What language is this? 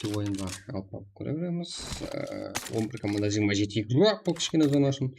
Kara-Kalpak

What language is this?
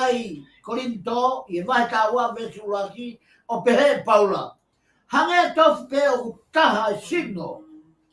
Tongan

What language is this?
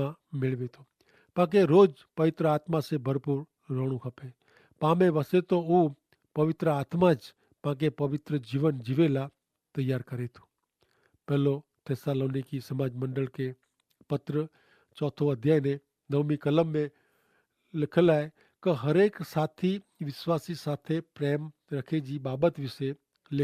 Kachhi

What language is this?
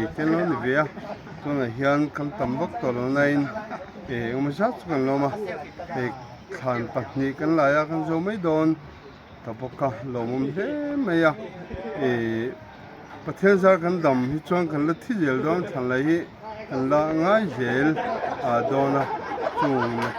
Mizo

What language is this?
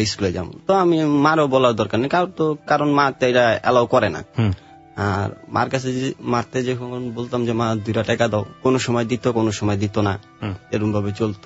Bangla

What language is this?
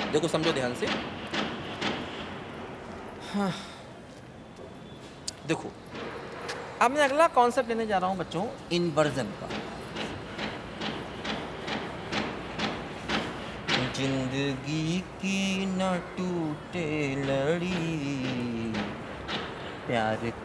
Hindi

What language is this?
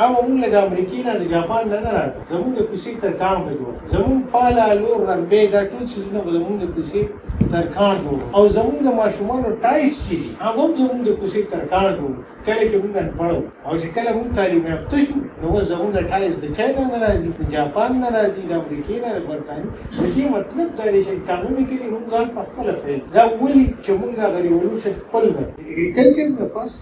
Pashto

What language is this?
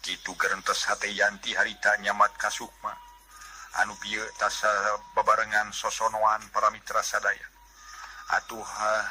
Sundanese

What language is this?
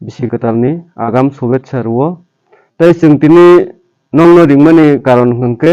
Kok Borok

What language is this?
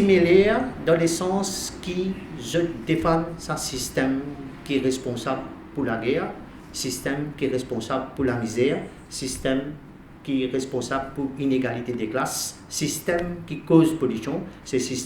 Morisyen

